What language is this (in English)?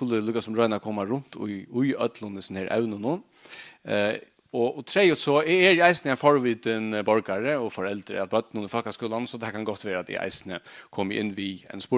Faroese